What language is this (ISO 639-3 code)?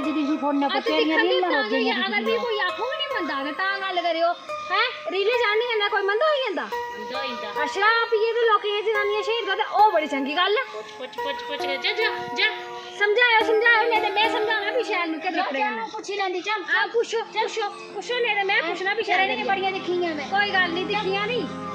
doi